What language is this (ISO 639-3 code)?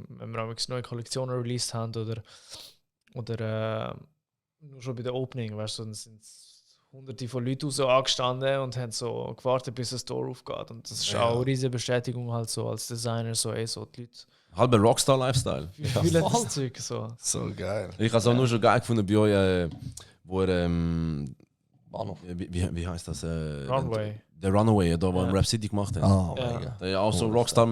gsw